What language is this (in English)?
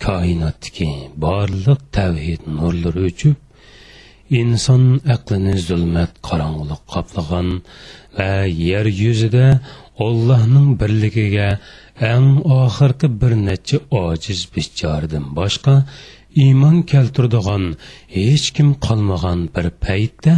Uyghur